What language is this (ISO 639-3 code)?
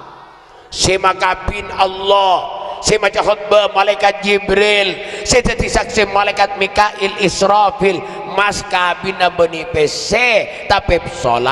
mad